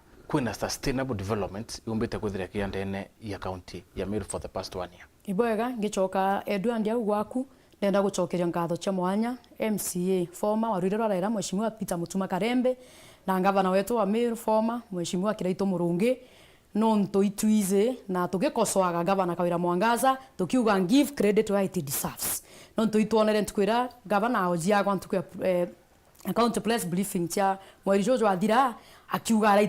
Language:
Meru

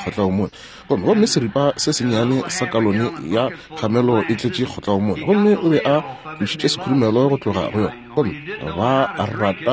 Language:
Northern Sotho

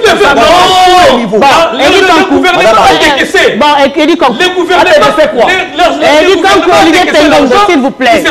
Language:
French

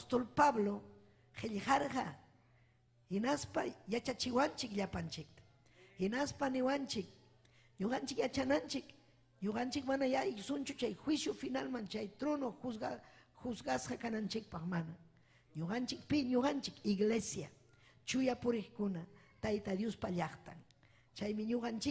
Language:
Ayacucho Quechua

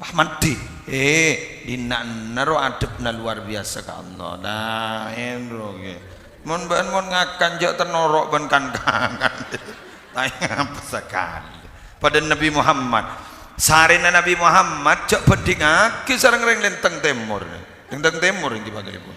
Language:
Madurese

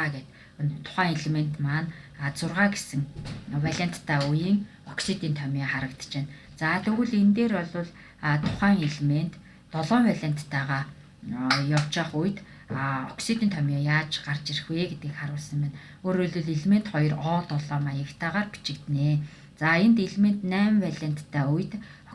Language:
Mongolian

